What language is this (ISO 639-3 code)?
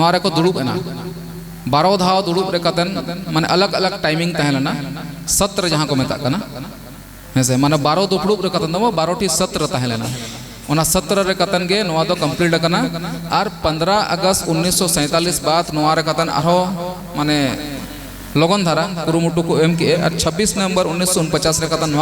sat